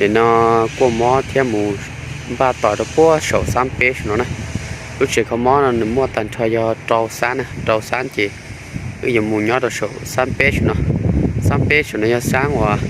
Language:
Hmong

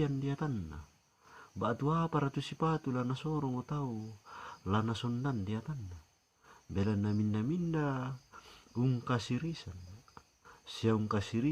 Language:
Toraja-Sa'dan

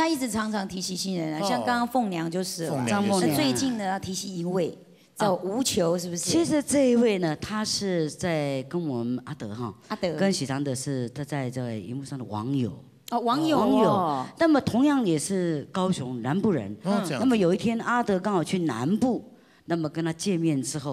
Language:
Chinese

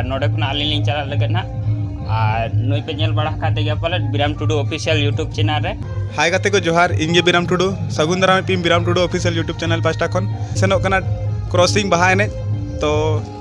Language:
Santali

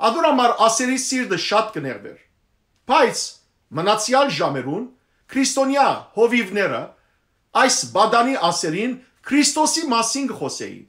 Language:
Western Armenian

